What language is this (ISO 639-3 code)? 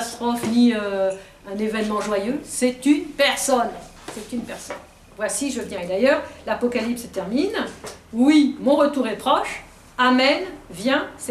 fra